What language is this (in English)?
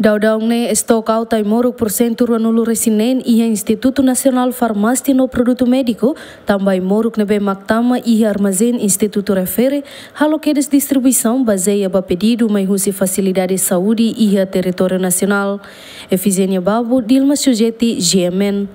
Tetum